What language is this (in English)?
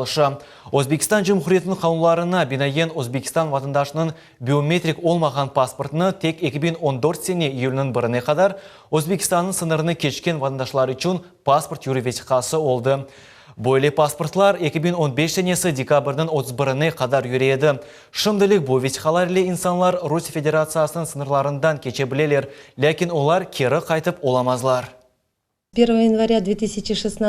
Crimean Tatar